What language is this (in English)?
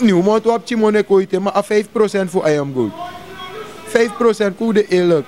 Sranan Tongo